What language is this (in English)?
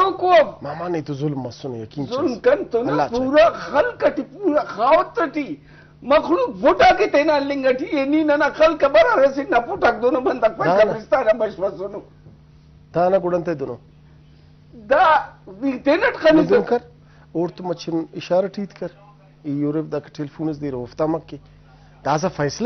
Brahui